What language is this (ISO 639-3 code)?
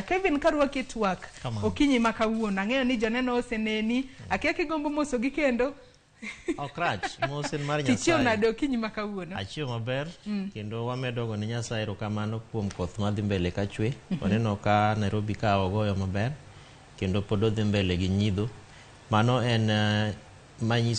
luo